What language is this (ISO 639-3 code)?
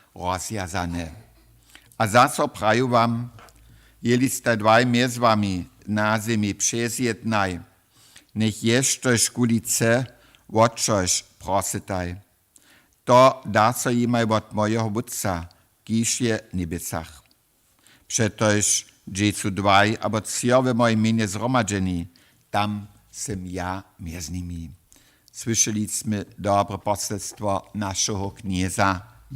hsb